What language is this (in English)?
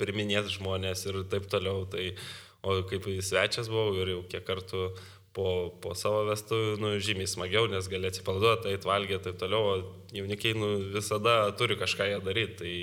Lithuanian